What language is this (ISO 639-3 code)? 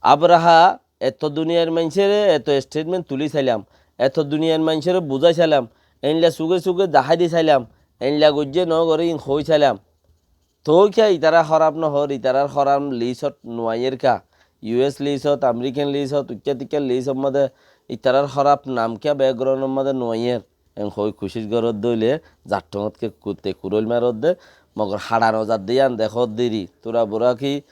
rhg